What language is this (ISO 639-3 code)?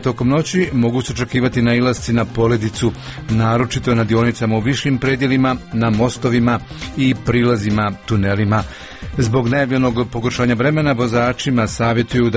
hrv